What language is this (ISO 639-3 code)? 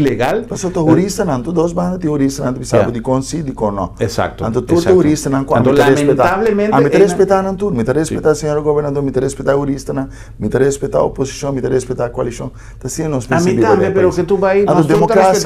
pap